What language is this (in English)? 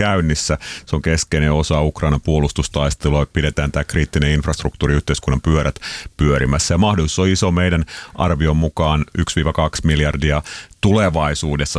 Finnish